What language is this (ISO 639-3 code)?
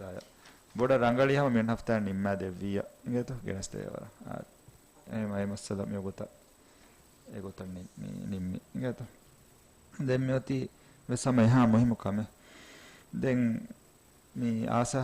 div